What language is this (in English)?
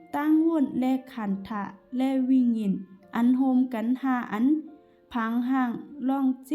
Shan